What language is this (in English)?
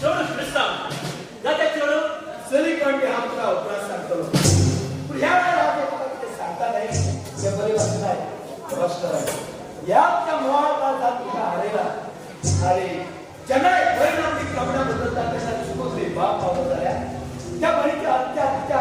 Konkani